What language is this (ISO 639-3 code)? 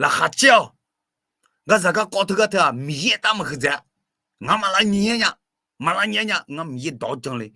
ahk